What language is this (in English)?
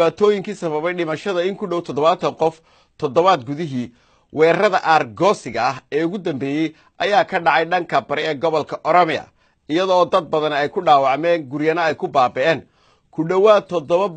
Somali